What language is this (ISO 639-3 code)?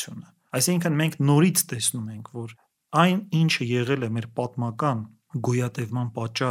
hye